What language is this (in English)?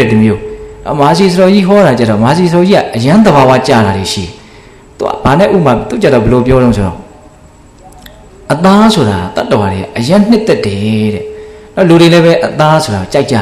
Burmese